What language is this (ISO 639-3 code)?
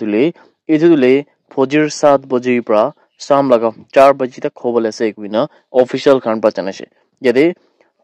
nag